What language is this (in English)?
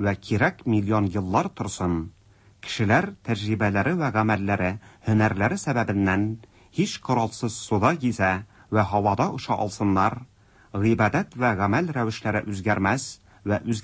Tatar